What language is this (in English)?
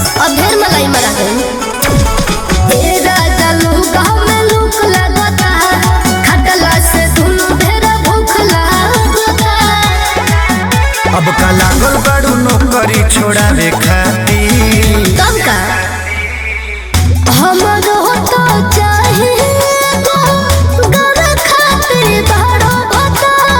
Bhojpuri